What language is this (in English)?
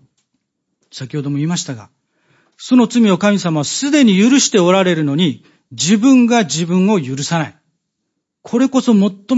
Japanese